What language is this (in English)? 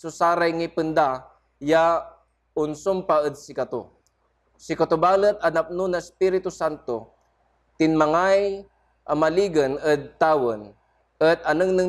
Pangasinan